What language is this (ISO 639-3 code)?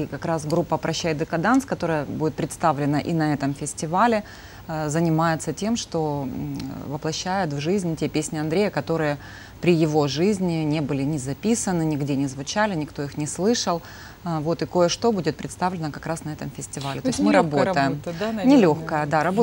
rus